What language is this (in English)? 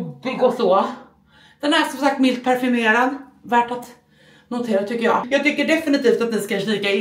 Swedish